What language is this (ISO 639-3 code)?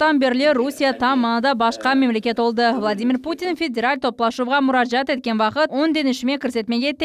crh